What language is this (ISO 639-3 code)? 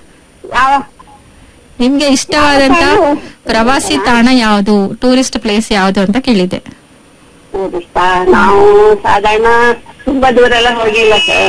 kan